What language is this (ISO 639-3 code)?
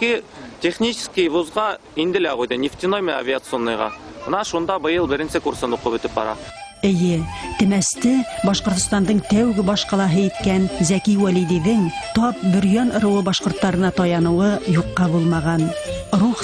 bak